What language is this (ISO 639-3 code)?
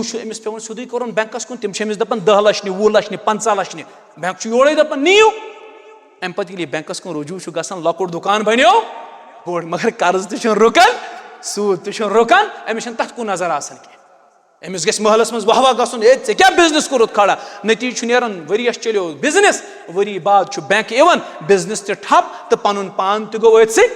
kas